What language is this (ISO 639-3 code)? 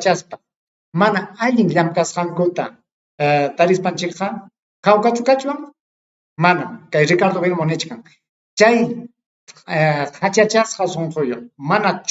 quy